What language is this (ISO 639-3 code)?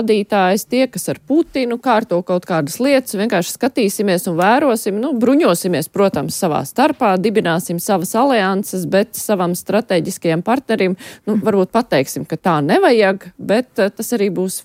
lav